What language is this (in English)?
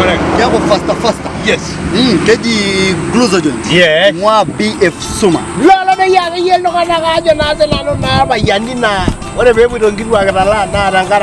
Masai